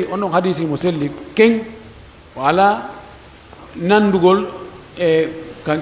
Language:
Pular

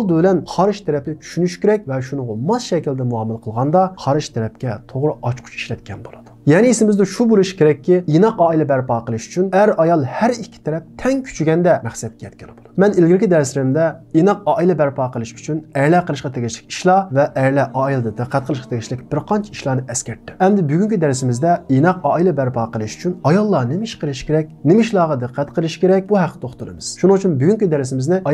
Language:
Uyghur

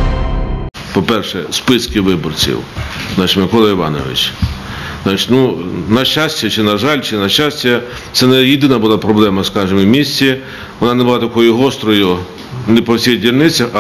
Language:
Ukrainian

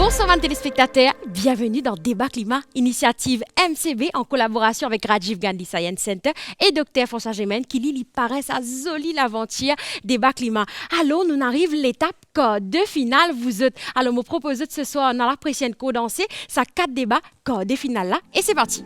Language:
Morisyen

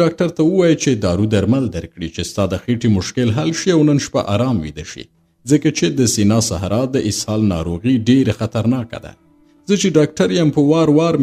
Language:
Pashto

